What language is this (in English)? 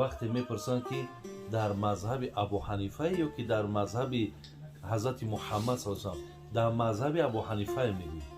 Tajik